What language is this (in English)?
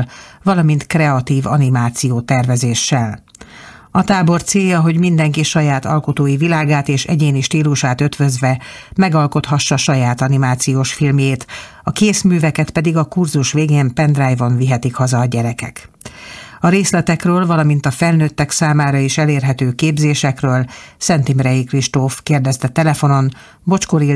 Hungarian